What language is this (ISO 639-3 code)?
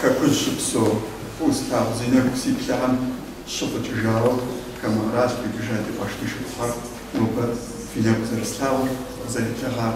kbd